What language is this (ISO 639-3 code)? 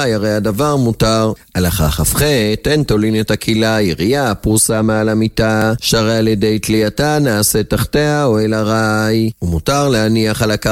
heb